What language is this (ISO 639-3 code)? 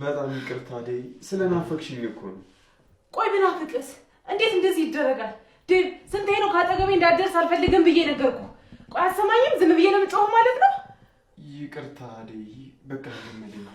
amh